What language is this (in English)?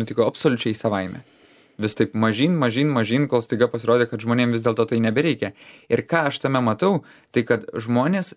Lithuanian